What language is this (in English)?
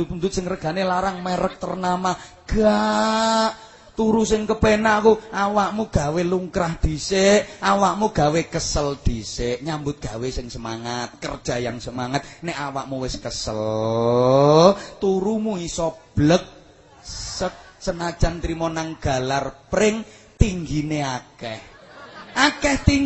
Javanese